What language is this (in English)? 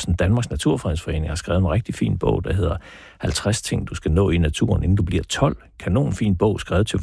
Danish